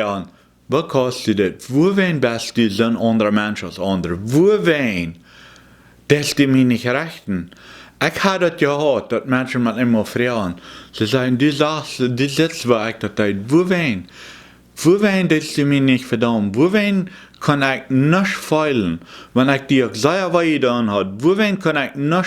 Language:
Plautdietsch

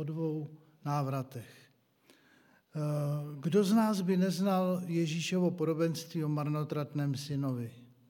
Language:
Czech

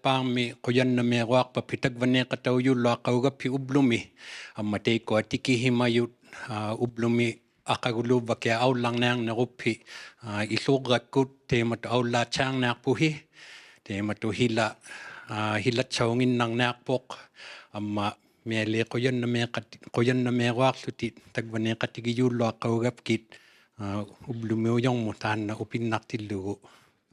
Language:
Inuktitut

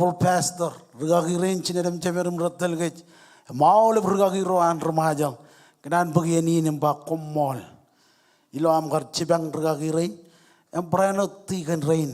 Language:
Marshallese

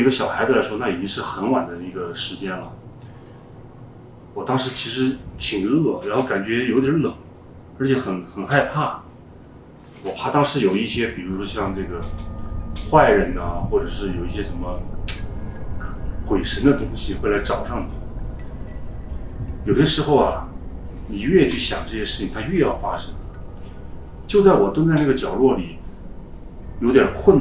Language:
Chinese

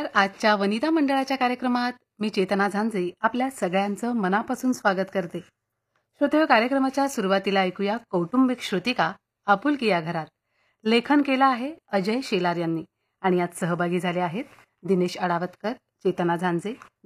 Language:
Marathi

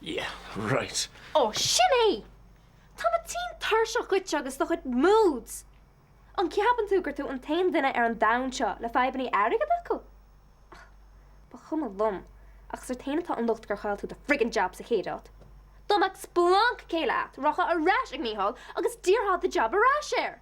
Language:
Irish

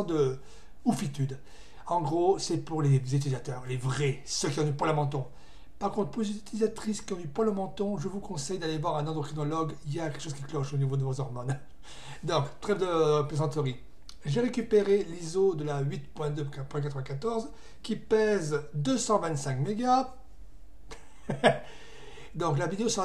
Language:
French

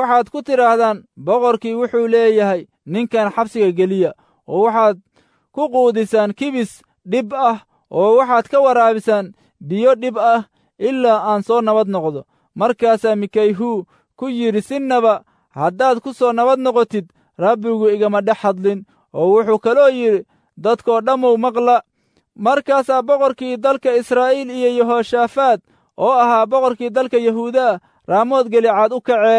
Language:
Somali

